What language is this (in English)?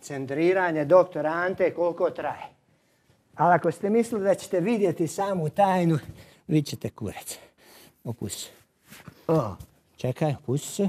Croatian